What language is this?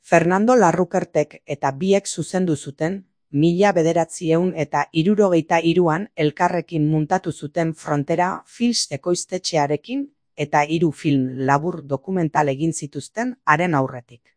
Basque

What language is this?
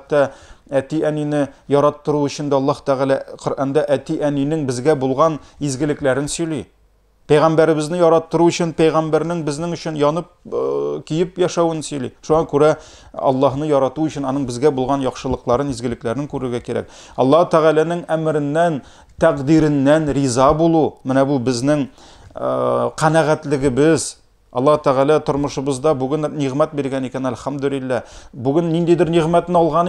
Tatar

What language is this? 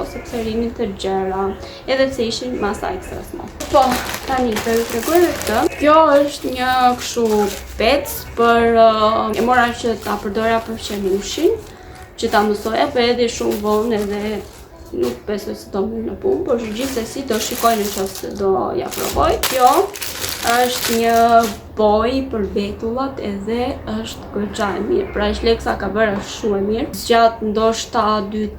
Albanian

